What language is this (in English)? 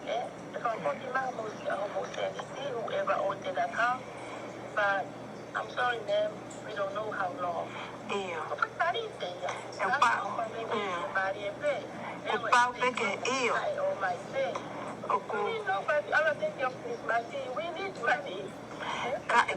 Tongan